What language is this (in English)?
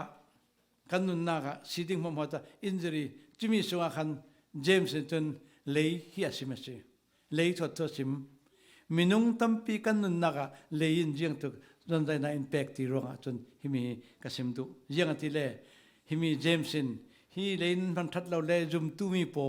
Falam Chin